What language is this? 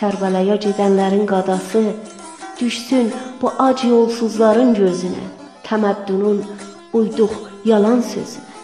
South Azerbaijani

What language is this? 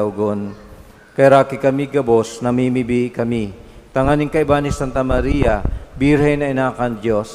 Bikol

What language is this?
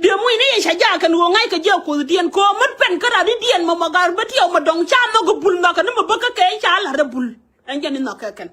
Nuer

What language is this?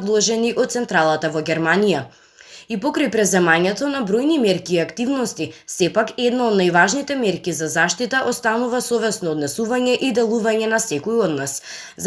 Macedonian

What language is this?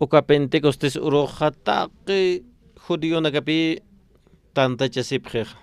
Aymara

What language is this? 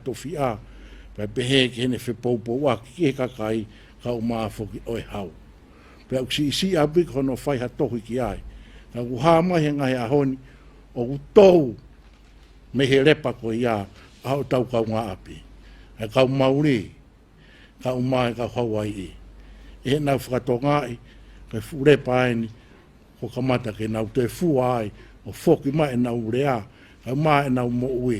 Tongan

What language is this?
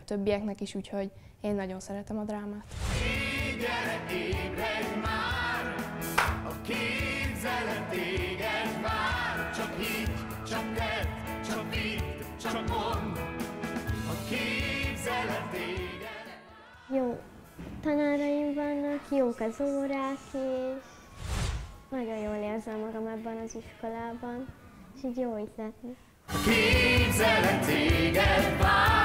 Hungarian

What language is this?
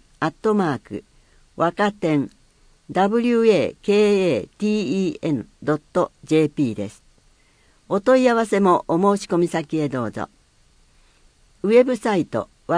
Japanese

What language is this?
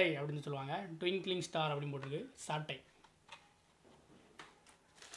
Tamil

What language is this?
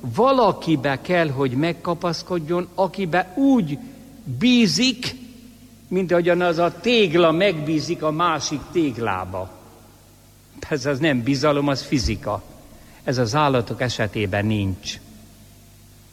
Hungarian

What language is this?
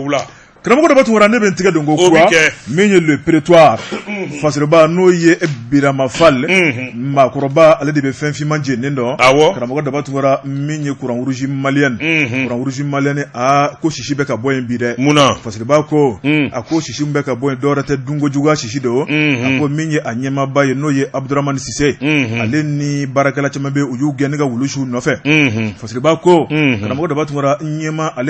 Bambara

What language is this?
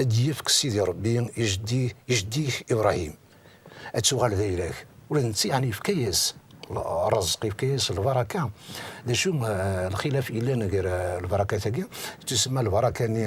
Kabyle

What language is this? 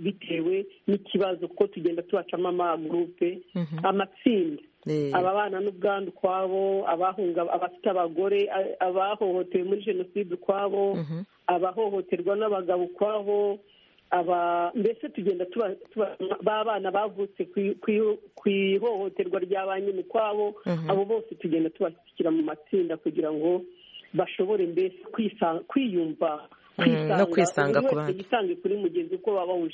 Kinyarwanda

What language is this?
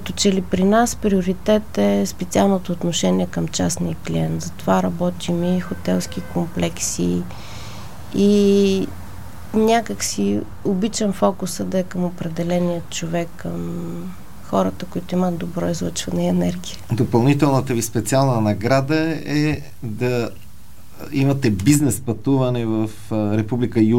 Bulgarian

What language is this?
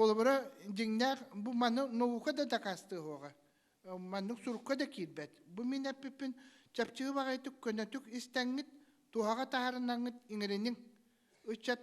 Yakut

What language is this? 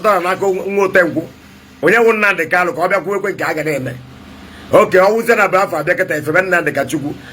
Igbo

